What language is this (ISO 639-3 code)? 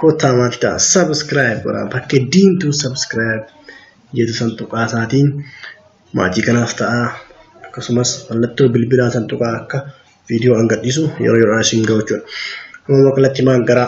orm